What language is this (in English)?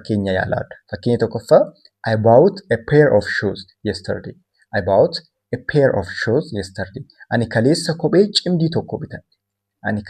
Oromo